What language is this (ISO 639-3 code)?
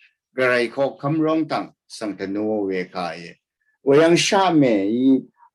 raw